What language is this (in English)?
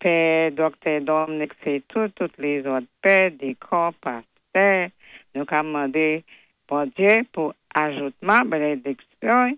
Saint Lucian Creole French